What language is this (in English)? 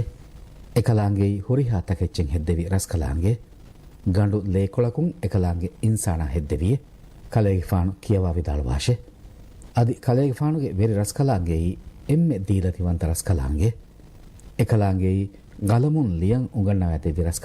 Divehi